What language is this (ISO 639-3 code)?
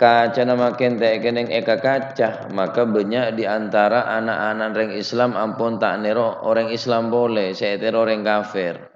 mad